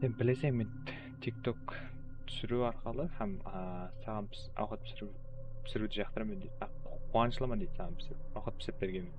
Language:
Kara-Kalpak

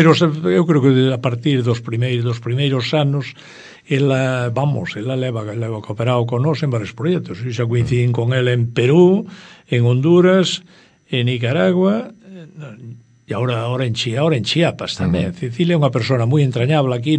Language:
Galician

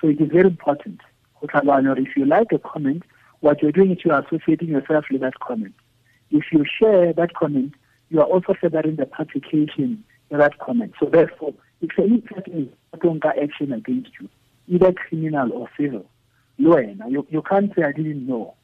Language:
Tswana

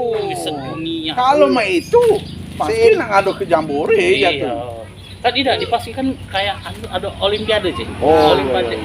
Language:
Musi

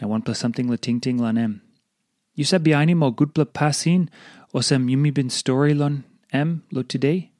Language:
Tok Pisin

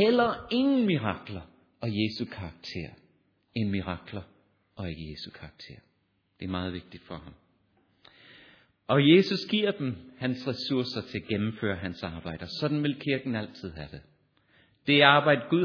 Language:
Danish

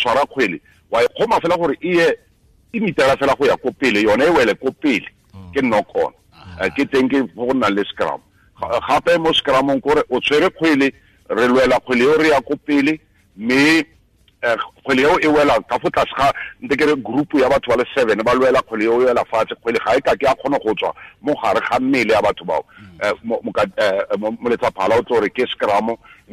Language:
Tswana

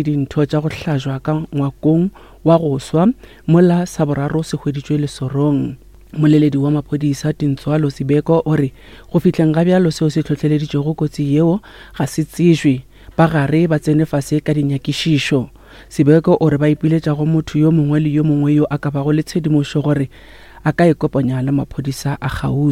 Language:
Northern Sotho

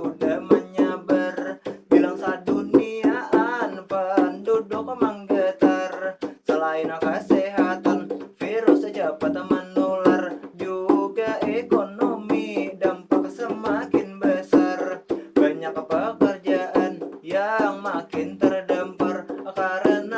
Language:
Banjar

